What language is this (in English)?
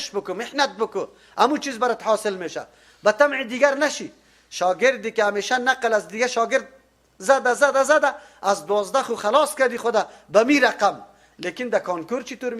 Persian